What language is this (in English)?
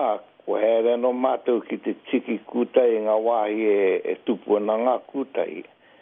Māori